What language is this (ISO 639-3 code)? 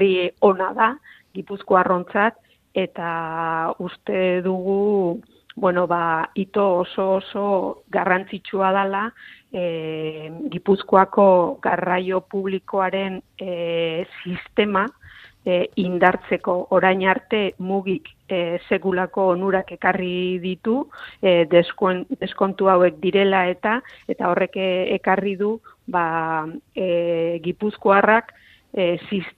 eus